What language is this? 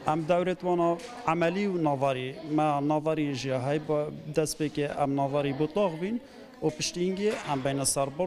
Kurdish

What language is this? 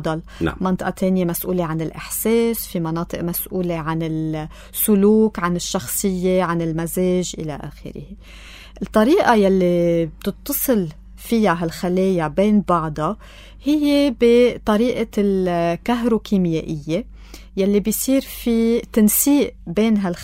North Levantine Arabic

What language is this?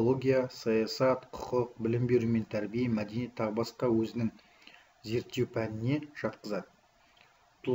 Kazakh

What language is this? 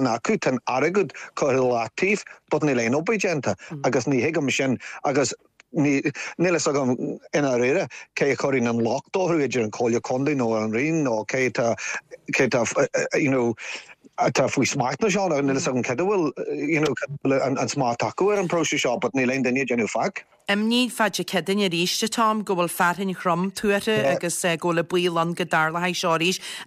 Irish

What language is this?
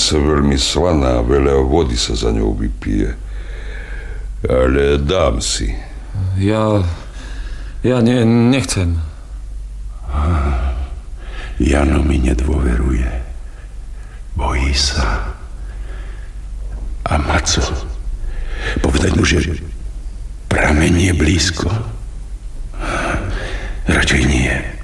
Slovak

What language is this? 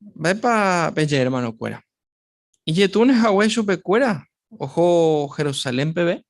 Guarani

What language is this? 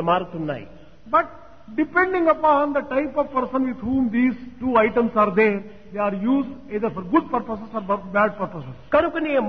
Telugu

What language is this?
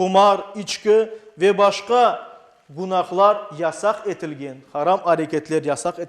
Crimean Tatar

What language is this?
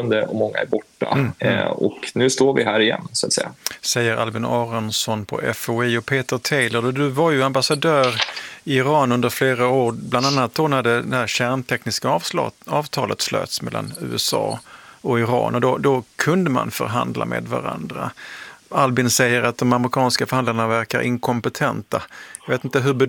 Swedish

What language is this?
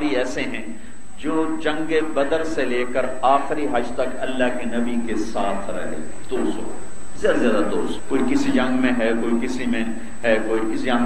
Urdu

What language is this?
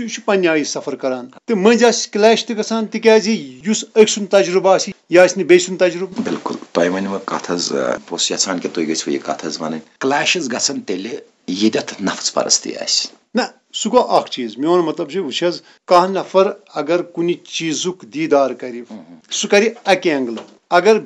Kashmiri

